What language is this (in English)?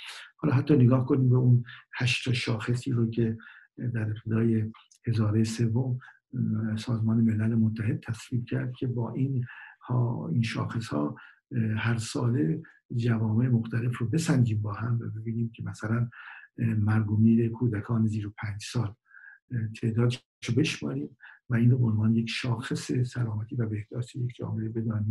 Persian